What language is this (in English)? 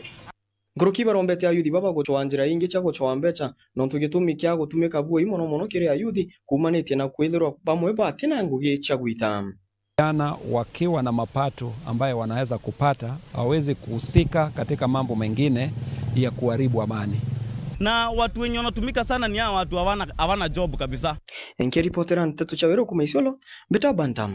Meru